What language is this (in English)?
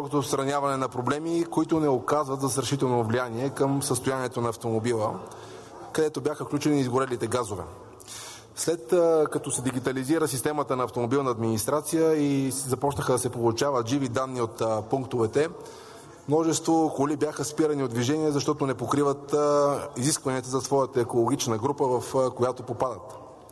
Bulgarian